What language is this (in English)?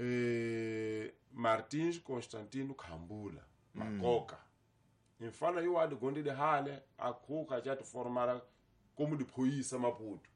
Tsonga